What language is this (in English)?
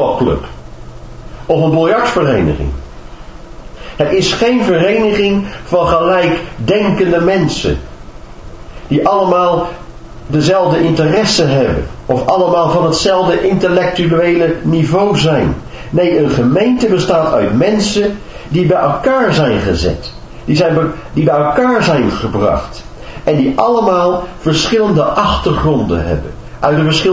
Dutch